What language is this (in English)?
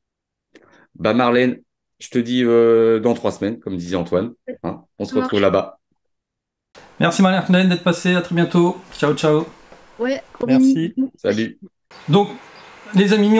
French